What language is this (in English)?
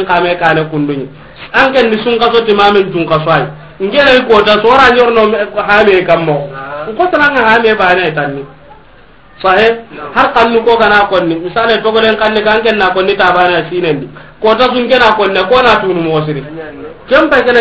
Soninke